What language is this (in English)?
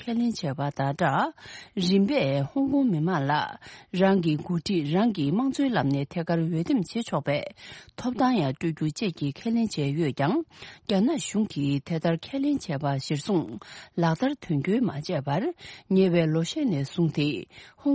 Tibetan